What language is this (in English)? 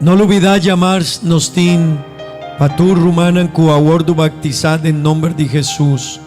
Papiamento